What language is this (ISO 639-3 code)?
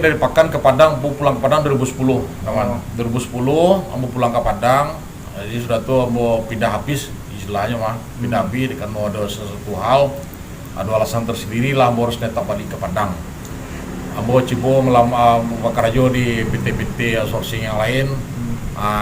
min